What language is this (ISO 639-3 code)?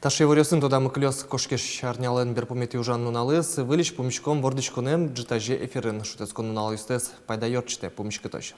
udm